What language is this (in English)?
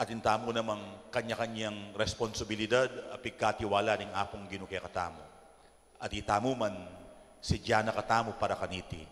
Pampanga